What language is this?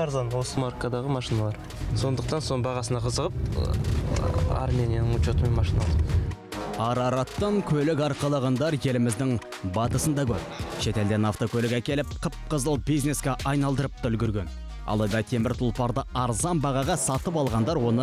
Kazakh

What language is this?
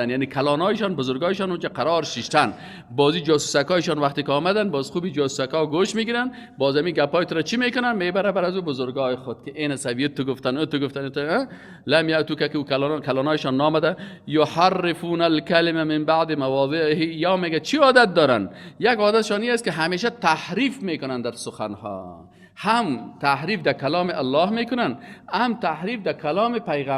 Persian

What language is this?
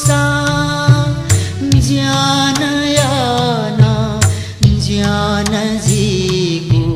Newari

